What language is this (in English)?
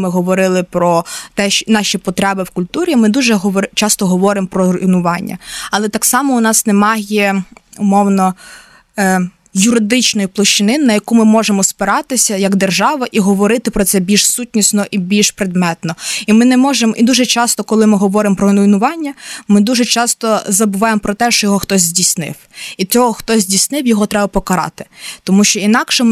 Ukrainian